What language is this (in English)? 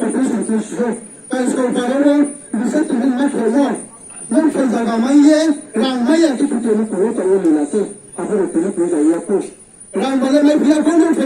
Riang (India)